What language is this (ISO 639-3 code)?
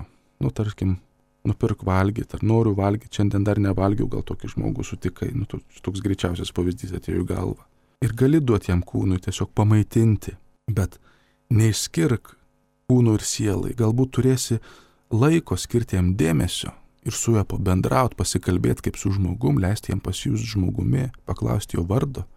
lit